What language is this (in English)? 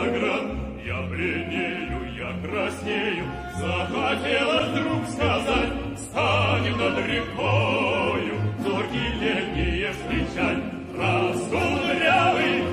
Russian